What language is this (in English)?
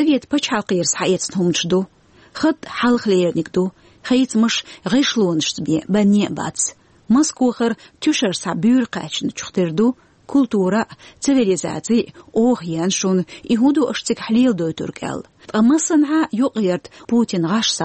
Chechen